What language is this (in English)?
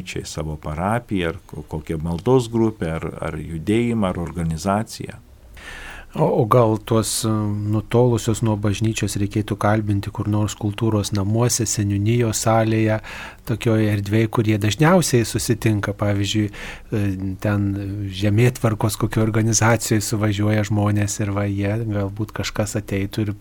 Lithuanian